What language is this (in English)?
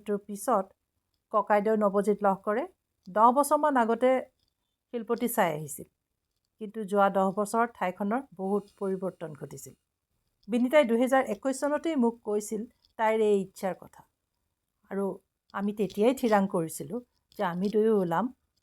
Assamese